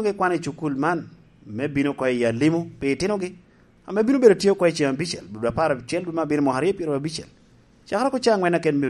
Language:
Lango (Uganda)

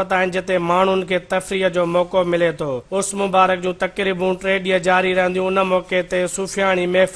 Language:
Sindhi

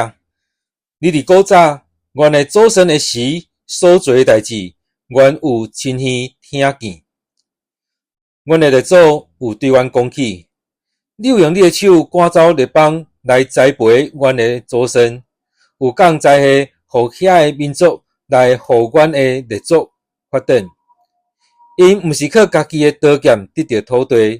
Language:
Min Nan Chinese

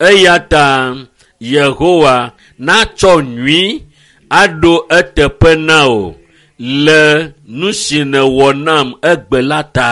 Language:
Ewe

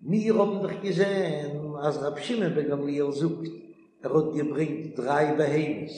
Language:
Yiddish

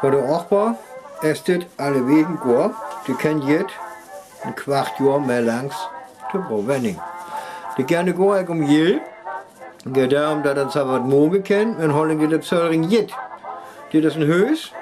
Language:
Northern Frisian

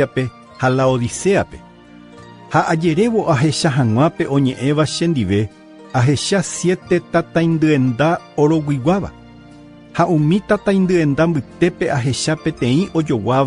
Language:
Guarani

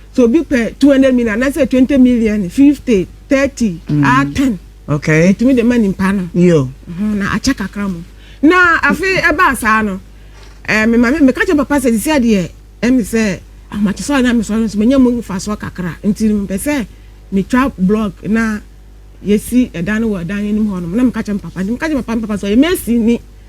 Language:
Akan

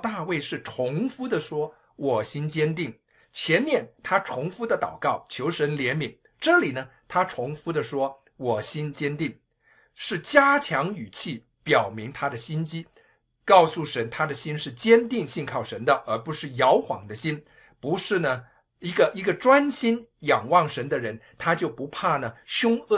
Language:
Chinese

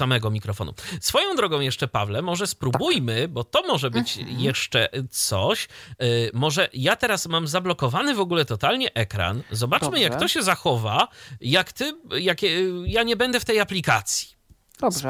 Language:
Polish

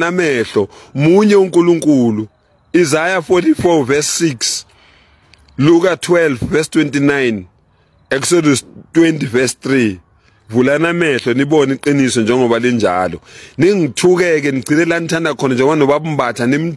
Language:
Zulu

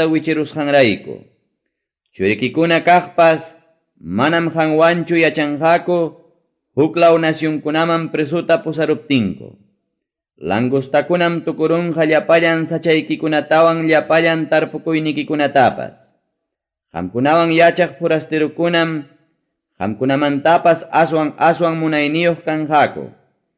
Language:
Ayacucho Quechua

